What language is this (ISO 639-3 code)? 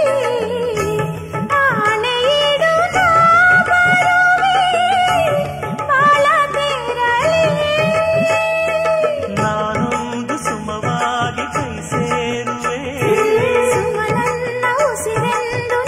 kan